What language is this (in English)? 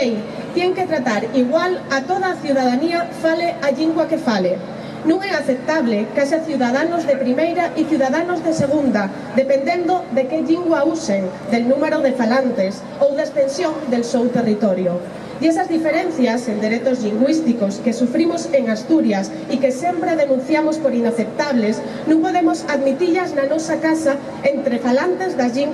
Asturian